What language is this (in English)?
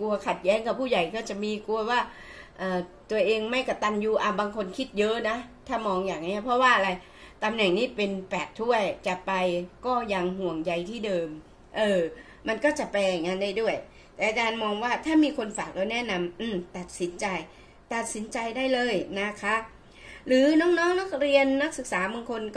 Thai